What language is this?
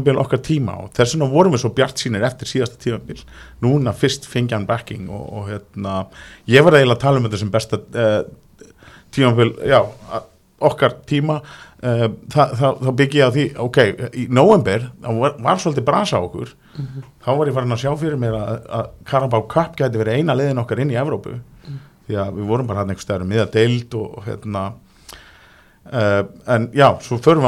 Icelandic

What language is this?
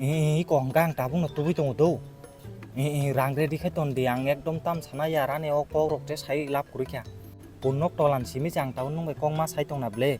Kok Borok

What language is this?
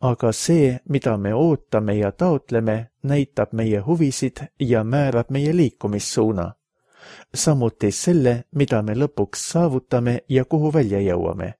Estonian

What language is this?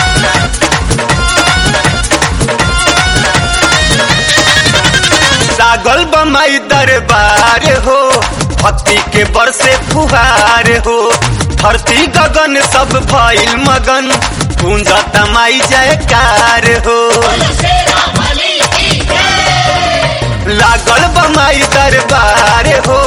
Bhojpuri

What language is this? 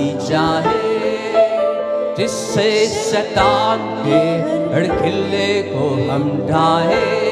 Hindi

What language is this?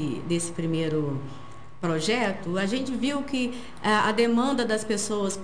Portuguese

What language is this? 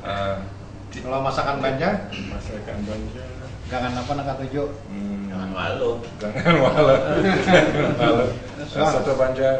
Banjar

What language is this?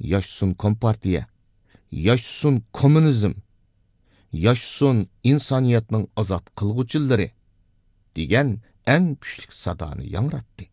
Uyghur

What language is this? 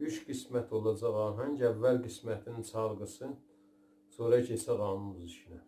South Azerbaijani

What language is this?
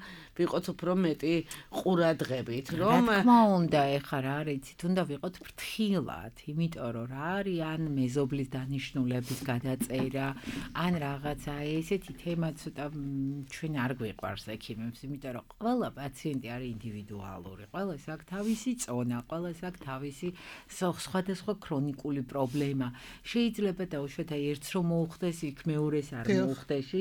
Georgian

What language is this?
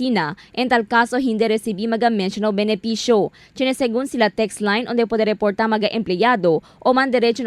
Chavacano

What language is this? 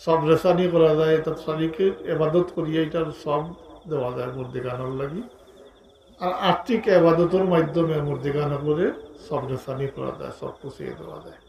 Sylheti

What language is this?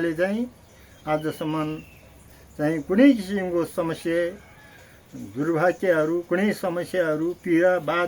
Nepali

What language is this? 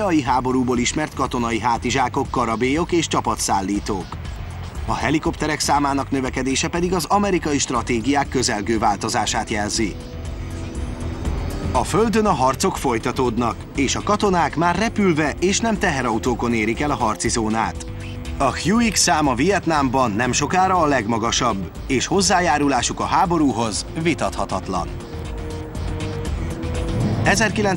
Hungarian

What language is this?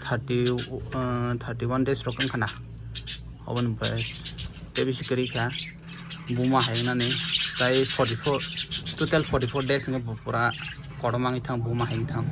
Kok Borok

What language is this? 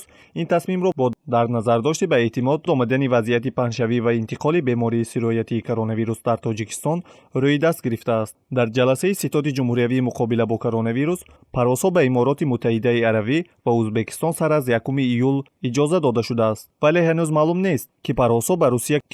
Tajik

